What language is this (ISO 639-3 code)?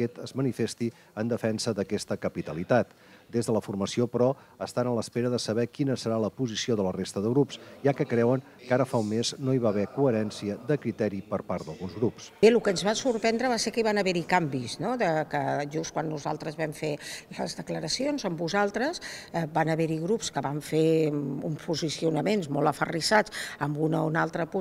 cat